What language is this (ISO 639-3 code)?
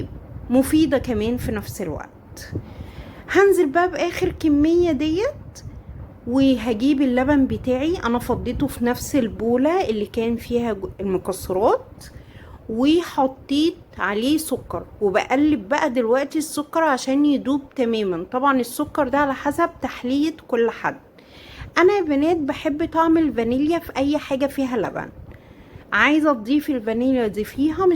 arz